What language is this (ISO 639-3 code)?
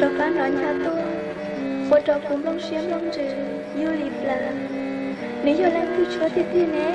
hmn